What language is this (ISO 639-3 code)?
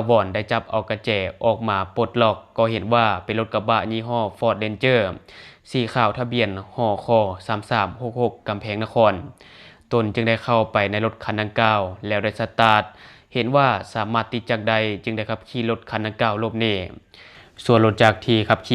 lao